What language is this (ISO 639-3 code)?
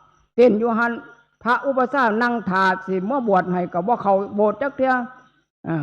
tts